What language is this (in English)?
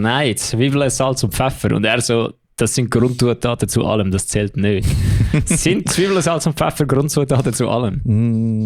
Swiss German